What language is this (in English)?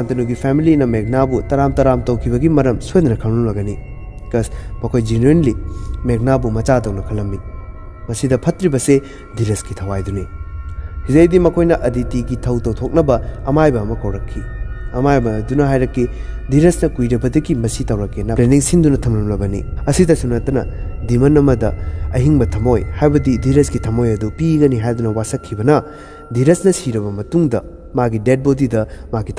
Manipuri